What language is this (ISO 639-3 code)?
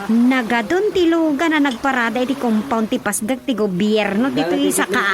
ilo